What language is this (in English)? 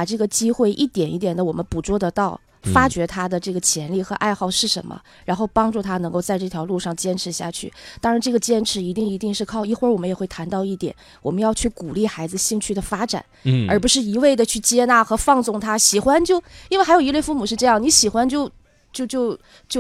Chinese